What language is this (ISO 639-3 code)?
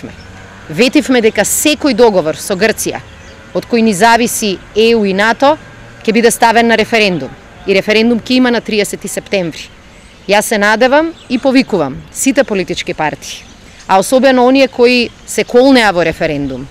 mkd